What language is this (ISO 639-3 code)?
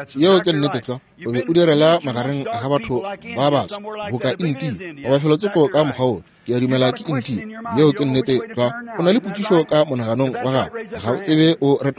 nso